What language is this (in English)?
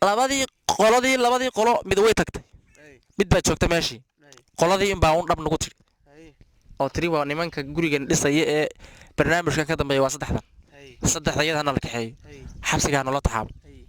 Somali